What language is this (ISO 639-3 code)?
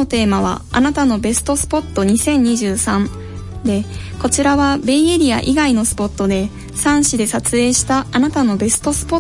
jpn